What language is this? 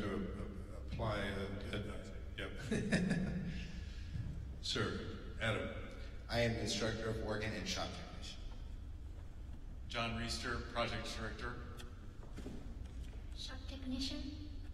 English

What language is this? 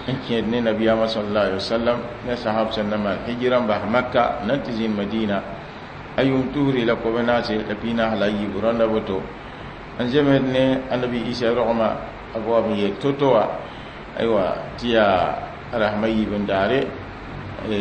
Mossi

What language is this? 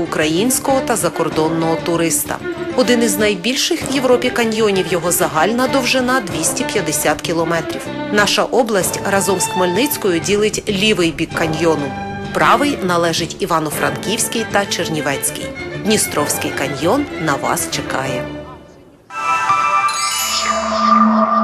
Ukrainian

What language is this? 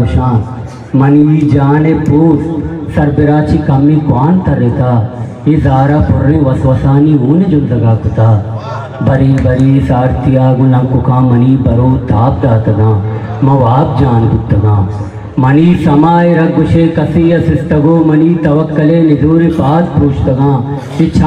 Eastern Balochi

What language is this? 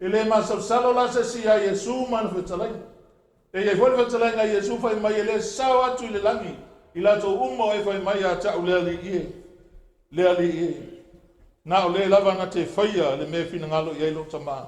Samoan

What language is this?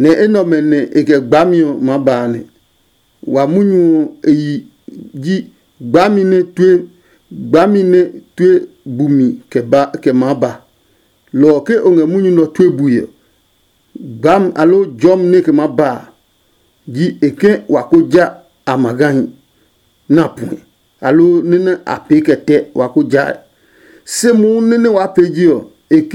Adangme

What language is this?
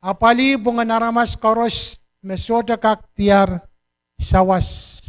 Pohnpeian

